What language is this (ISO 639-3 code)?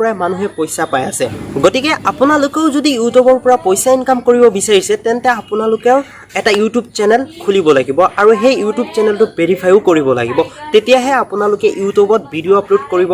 asm